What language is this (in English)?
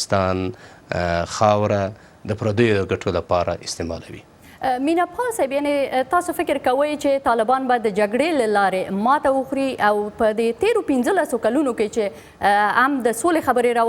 Pashto